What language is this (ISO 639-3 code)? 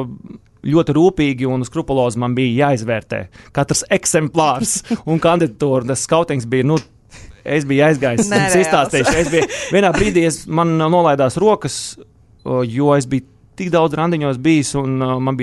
lav